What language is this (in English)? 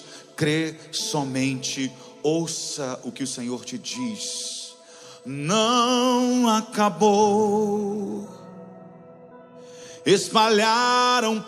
Portuguese